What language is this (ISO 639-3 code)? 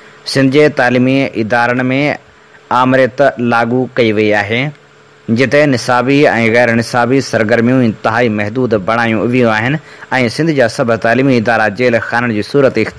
snd